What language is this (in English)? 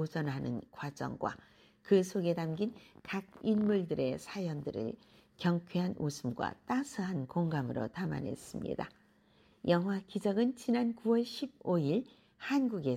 Korean